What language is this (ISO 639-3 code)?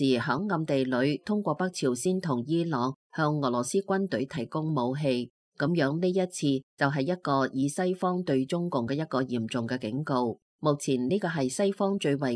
yue